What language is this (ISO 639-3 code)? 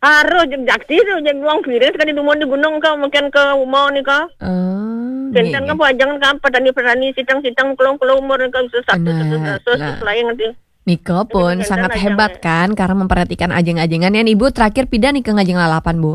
ban